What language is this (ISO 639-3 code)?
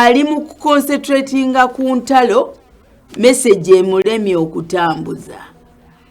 lug